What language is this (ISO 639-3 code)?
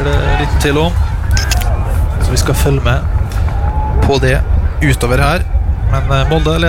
nor